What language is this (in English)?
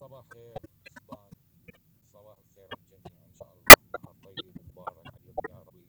Mesopotamian Arabic